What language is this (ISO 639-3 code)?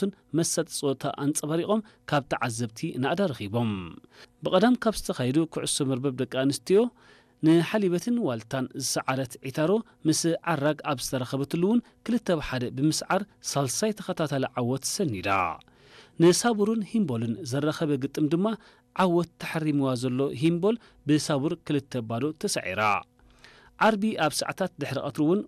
tir